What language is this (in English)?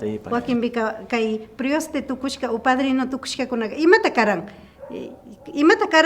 Imbabura Highland Quichua